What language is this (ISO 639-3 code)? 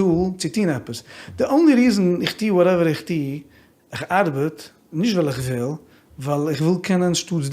yid